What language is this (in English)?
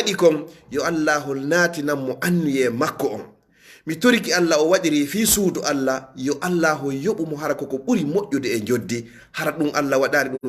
Fula